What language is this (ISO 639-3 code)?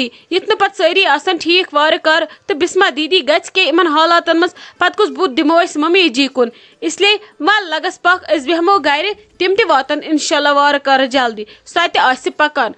kas